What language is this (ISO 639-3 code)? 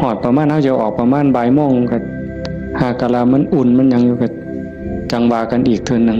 tts